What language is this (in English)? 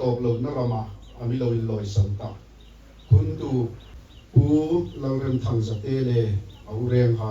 Hmar